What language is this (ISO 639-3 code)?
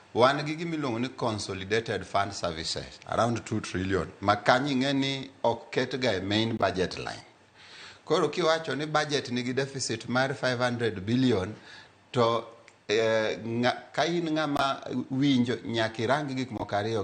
luo